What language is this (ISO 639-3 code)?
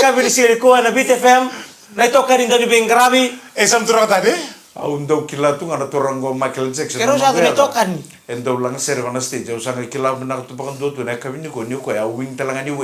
fij